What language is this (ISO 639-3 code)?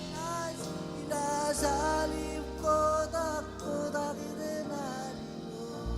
mah